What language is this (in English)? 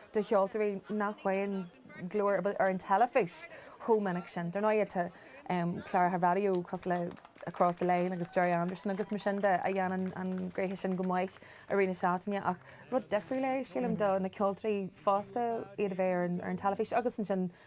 Irish